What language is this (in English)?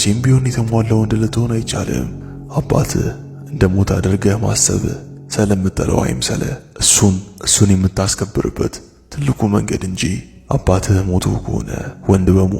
Amharic